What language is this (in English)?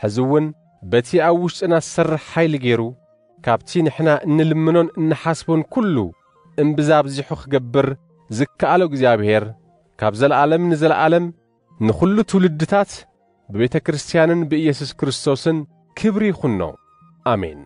Tigrinya